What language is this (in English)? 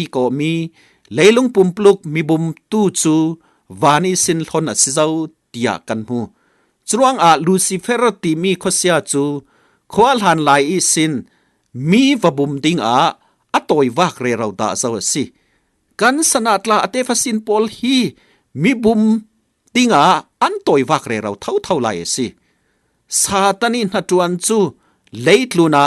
Falam Chin